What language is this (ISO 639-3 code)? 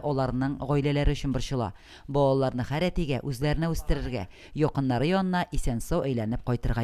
tat